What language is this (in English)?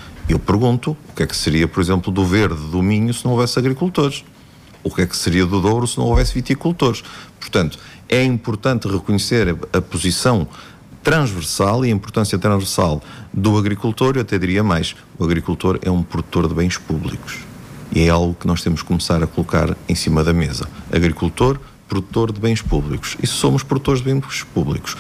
Portuguese